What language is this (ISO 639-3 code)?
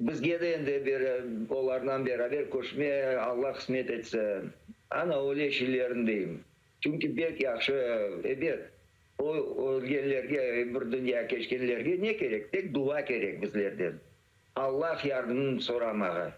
crh